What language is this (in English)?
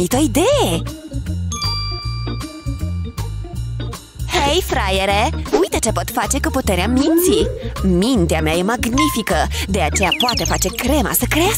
Romanian